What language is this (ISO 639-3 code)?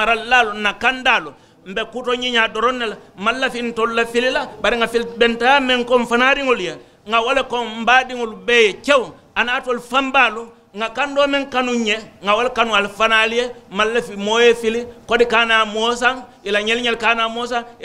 man